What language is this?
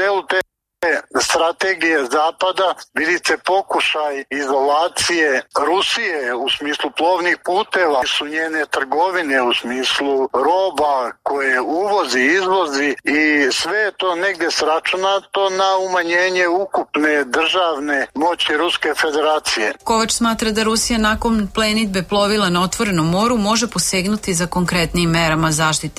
Serbian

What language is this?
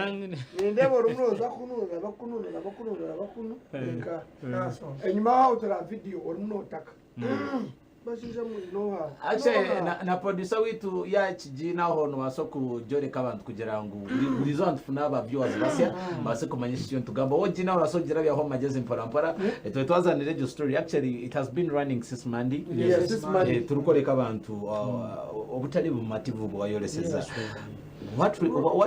Nyankole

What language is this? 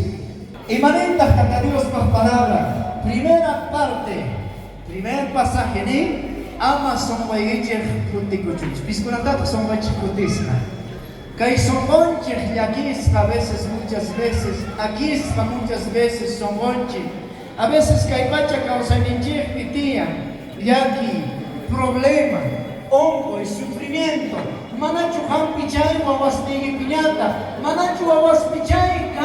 South Bolivian Quechua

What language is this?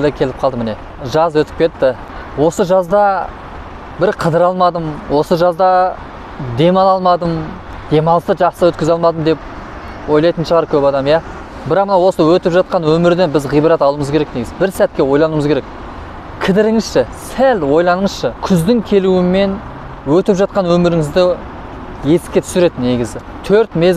Kazakh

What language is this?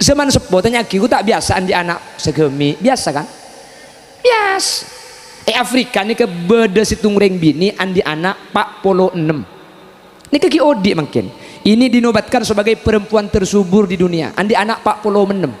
Madurese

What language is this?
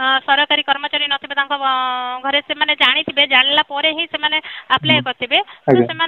Odia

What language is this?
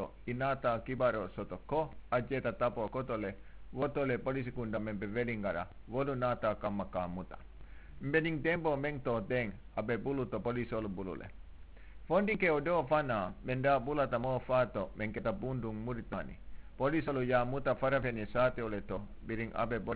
Mandingo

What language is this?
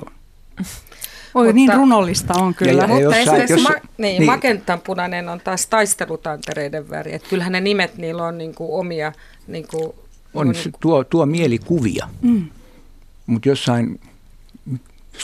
Finnish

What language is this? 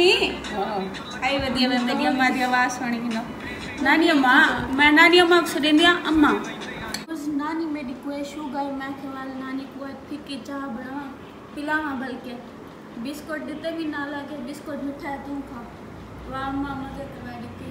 Saraiki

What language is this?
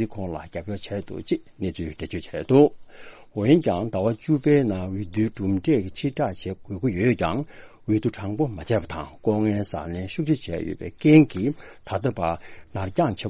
Tibetan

